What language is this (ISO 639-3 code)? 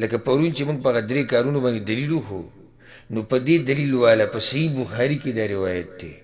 pus